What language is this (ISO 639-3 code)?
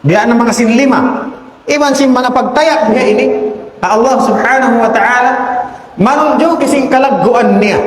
tsg